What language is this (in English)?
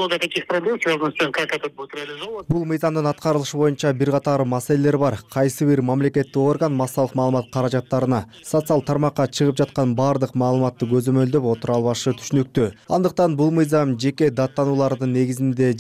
Kyrgyz